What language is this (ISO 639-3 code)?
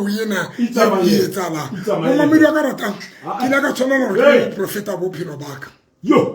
sot